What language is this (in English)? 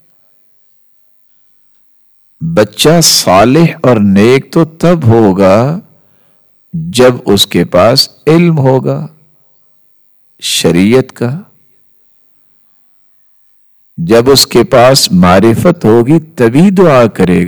Urdu